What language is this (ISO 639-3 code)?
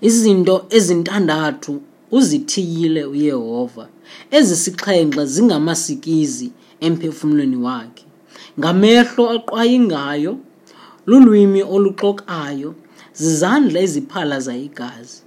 xho